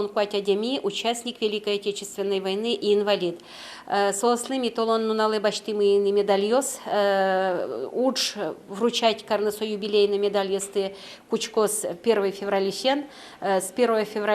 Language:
Udmurt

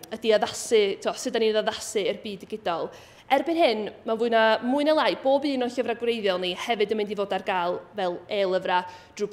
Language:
Welsh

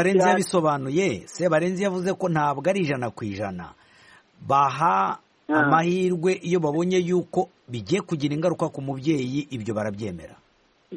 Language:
Kinyarwanda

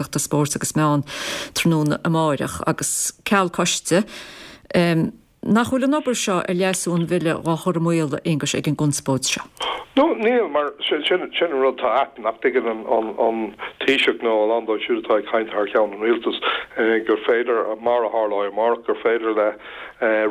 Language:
Irish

